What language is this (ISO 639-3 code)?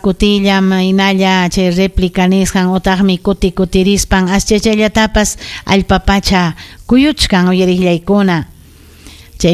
quy